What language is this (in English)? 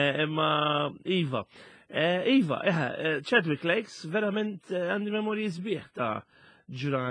Maltese